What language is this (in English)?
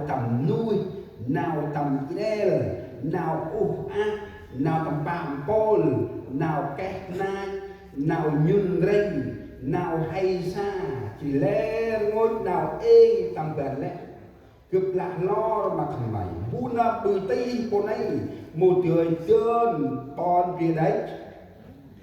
Central Mnong